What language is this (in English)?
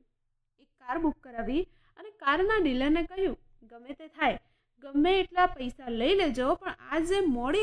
Gujarati